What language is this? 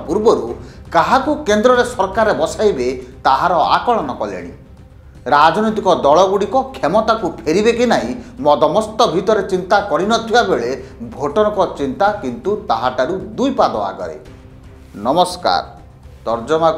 Odia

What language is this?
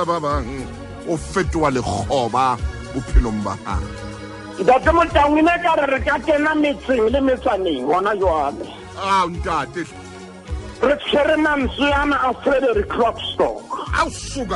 Southern Sotho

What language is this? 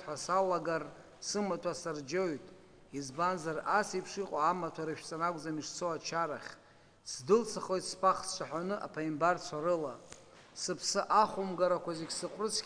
Abkhazian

